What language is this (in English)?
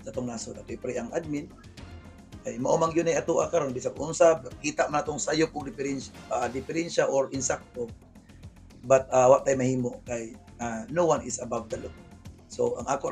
Cebuano